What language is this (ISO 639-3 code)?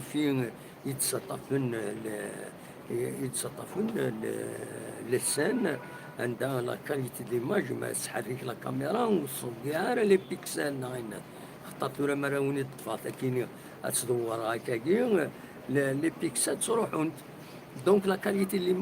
kab